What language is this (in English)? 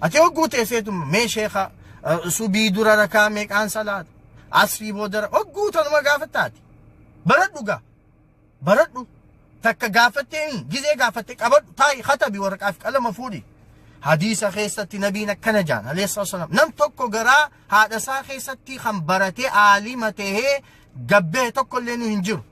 Oromo